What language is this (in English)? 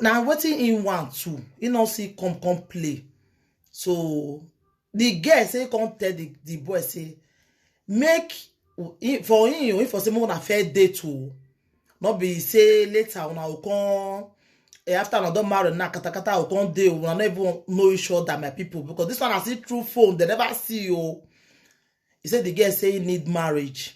Nigerian Pidgin